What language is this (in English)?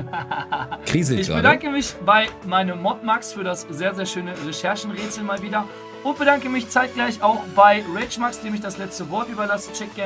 German